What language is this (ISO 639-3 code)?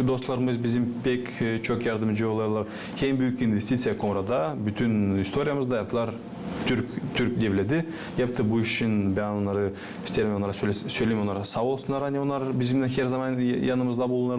gag